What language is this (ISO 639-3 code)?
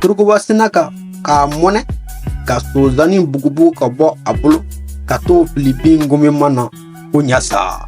bam